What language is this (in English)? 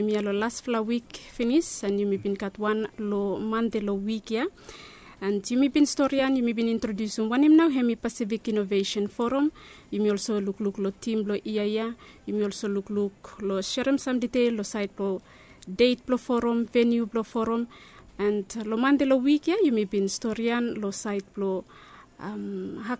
Bislama